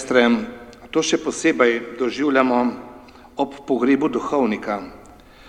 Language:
Slovenian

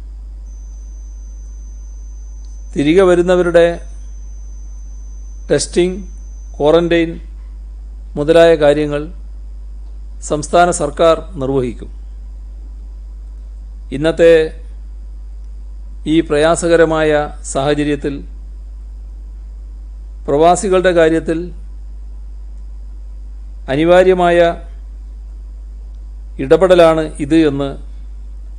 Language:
Malayalam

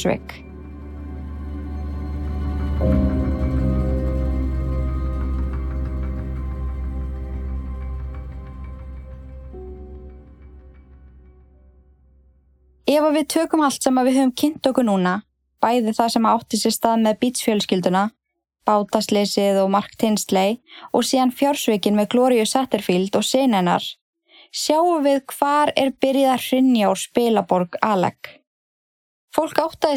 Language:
Icelandic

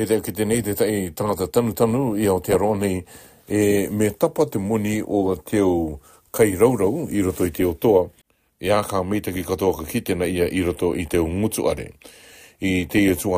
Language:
Rarotongan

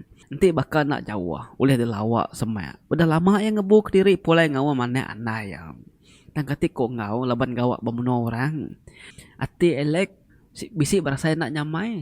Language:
Iban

